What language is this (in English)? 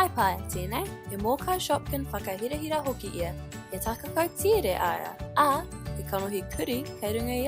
Māori